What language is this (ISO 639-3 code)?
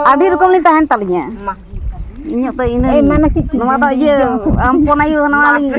sat